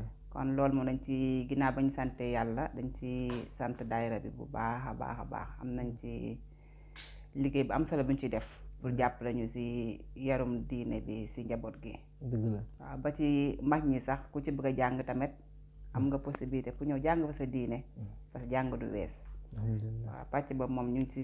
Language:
Wolof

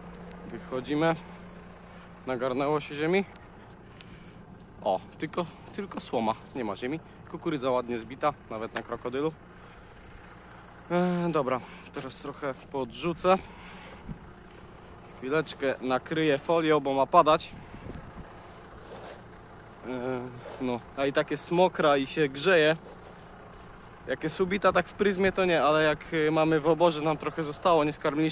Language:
Polish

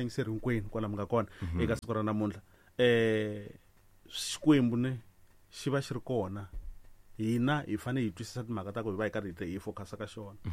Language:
Tsonga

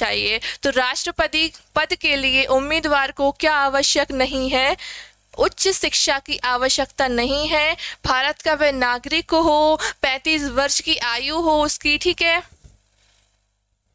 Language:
Hindi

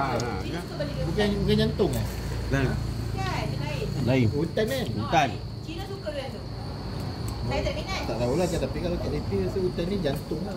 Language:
Malay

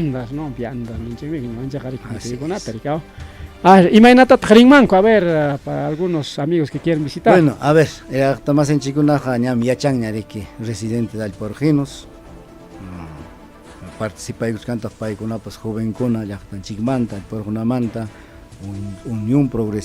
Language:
Ayacucho Quechua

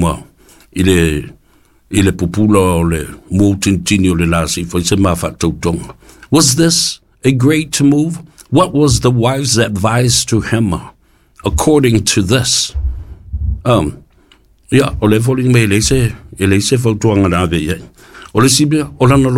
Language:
Samoan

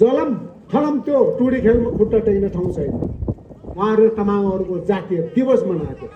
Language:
Nepali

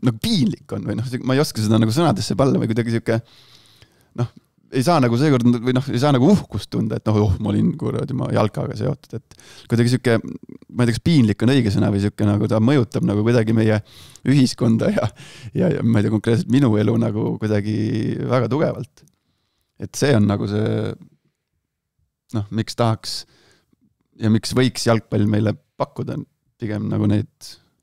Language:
Estonian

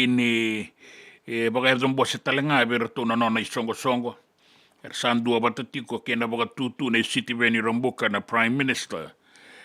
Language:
Fijian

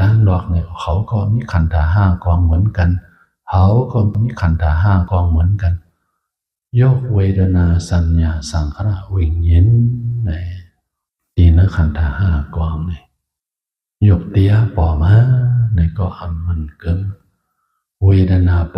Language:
Shan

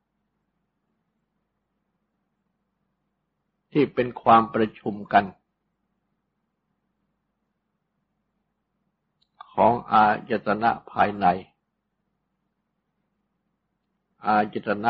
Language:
Thai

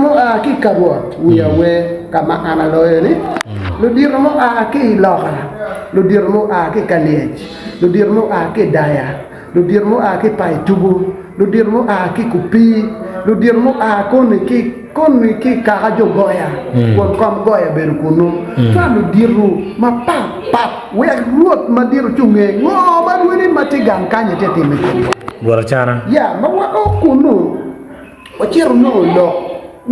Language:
Acoli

